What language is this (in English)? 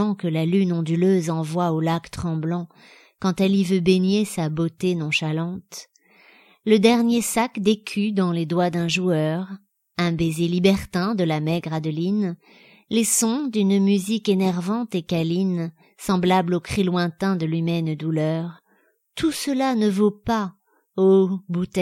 French